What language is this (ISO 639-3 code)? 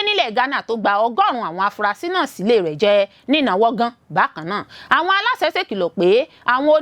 yor